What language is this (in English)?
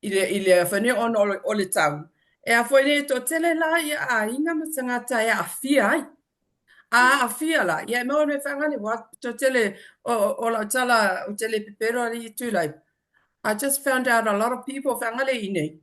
Samoan